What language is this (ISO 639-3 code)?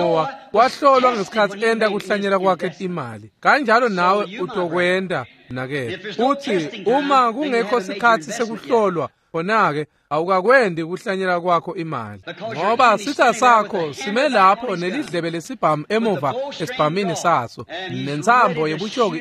ssw